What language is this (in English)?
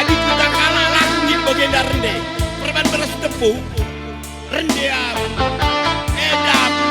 Batak Karo